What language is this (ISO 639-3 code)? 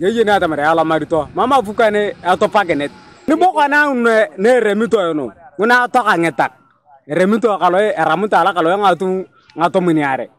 teo